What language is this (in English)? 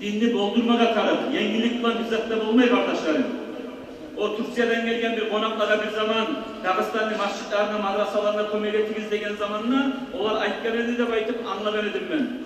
Kumyk